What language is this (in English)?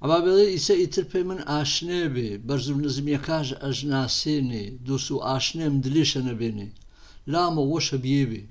Gurani